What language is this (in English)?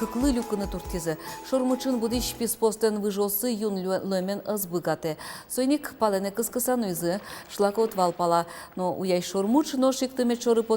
Udmurt